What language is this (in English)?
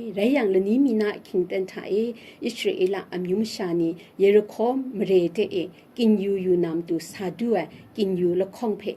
Kachin